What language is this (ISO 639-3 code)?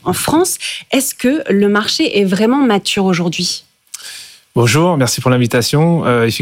fra